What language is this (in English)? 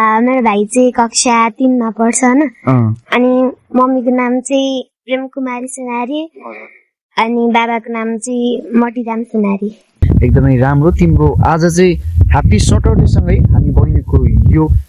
Nepali